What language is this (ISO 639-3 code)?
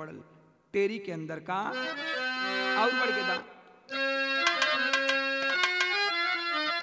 bho